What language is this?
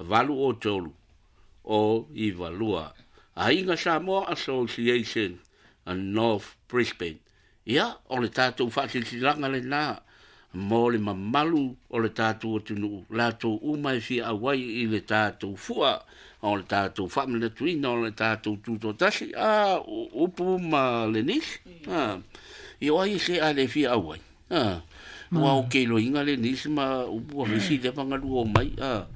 Samoan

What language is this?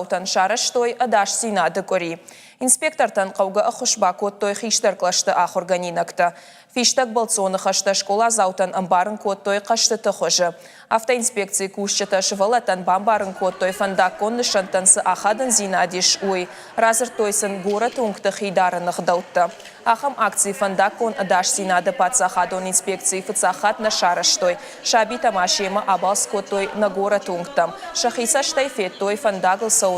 Ossetic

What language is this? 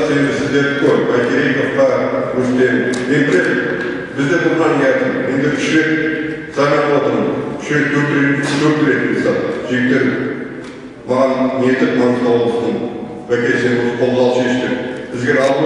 Kazakh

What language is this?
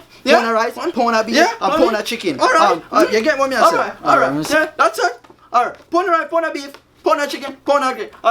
Jamaican Creole English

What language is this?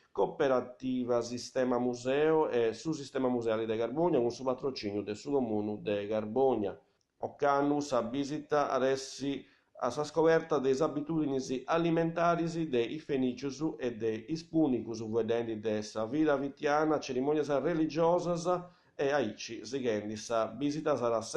Sardinian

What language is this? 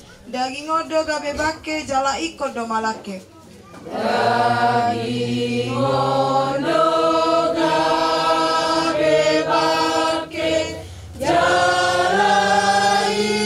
Batak Toba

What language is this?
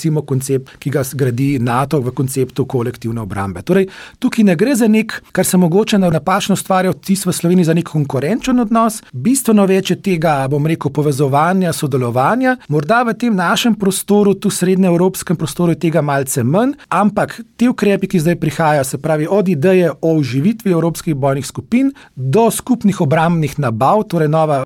Slovenian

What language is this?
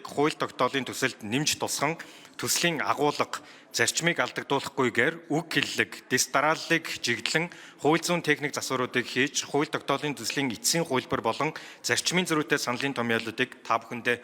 Mongolian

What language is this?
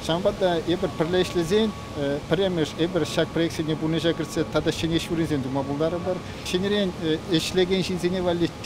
Chuvash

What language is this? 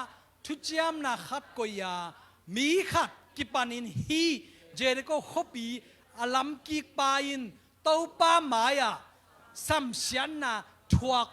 Tedim Chin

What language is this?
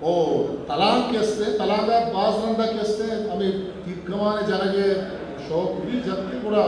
Eastern Balochi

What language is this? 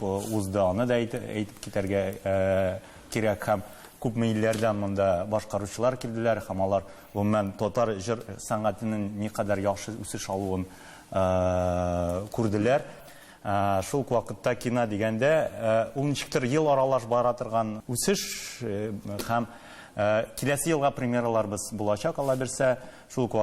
Tatar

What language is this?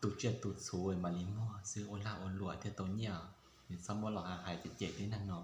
Hmong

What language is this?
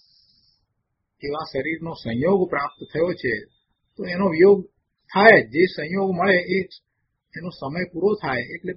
Gujarati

